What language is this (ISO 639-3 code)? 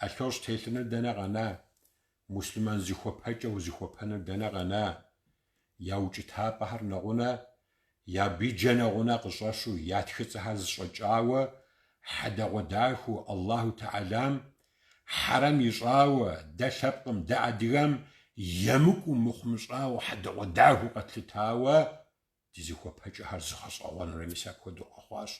kbd